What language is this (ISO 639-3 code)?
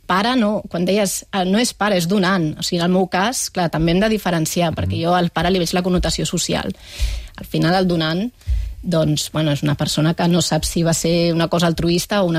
cat